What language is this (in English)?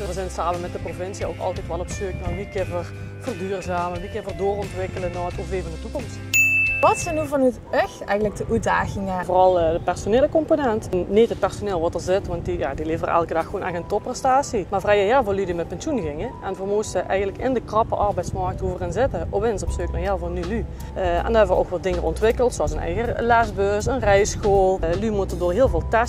Limburgish